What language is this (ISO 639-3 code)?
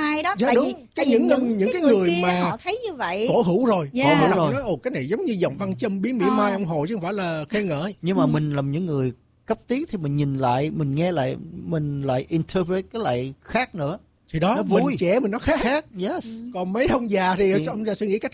vie